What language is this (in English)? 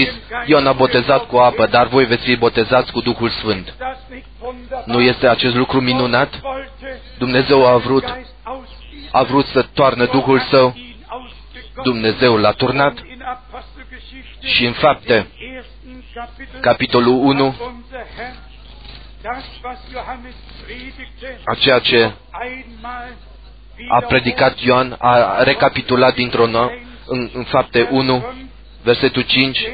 Romanian